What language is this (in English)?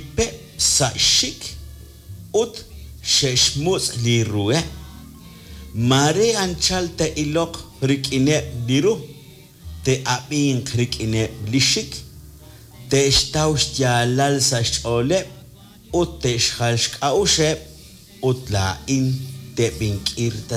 Kekchí